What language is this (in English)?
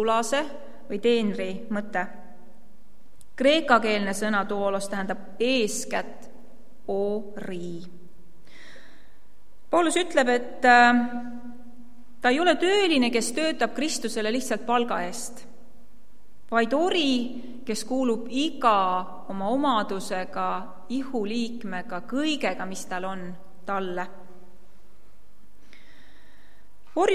Estonian